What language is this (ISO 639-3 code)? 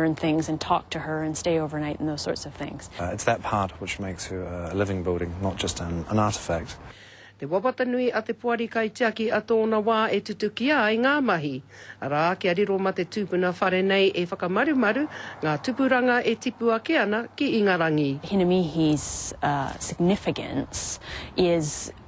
mri